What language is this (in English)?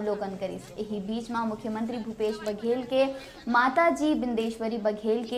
Chhattisgarhi